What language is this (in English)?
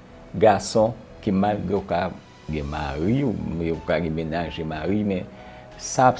Haitian Creole